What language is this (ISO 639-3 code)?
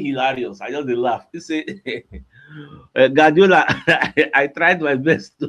pcm